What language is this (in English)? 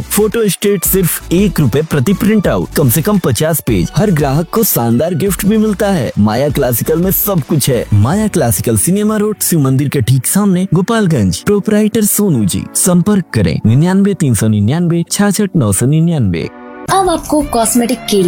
Hindi